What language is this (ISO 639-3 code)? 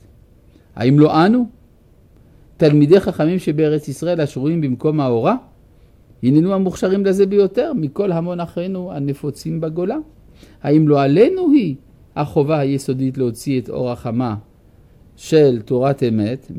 heb